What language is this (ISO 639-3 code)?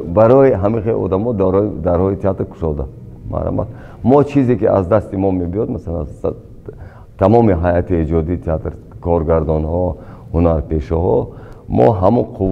tgk